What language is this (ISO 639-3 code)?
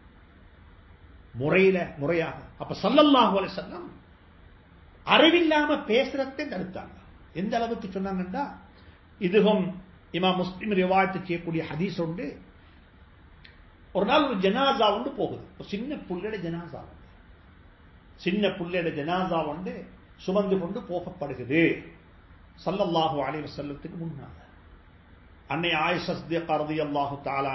tam